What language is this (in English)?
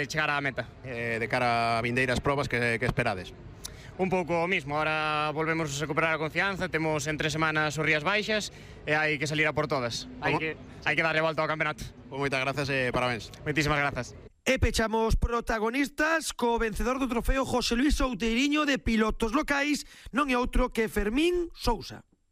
Galician